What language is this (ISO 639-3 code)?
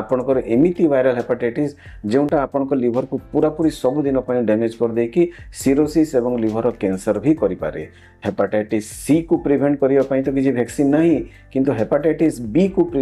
ori